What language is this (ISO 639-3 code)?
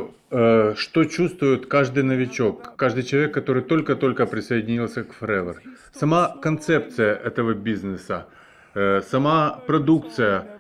rus